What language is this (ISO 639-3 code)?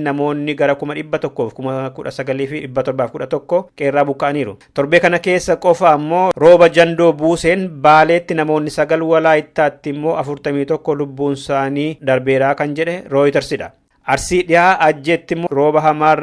orm